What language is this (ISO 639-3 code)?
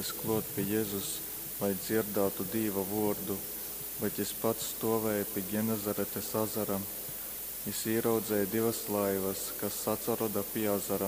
ltg